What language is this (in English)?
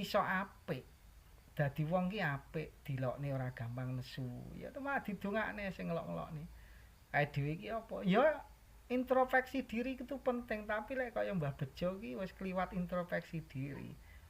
Javanese